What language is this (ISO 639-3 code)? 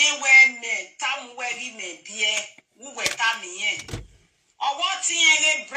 pcm